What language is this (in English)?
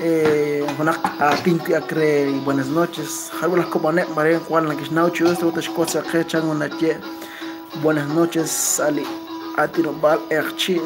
Kekchí